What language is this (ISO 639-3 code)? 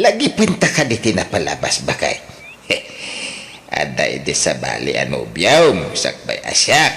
ilo